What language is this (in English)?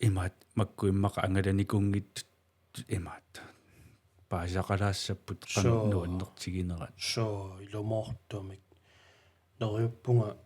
Kalaallisut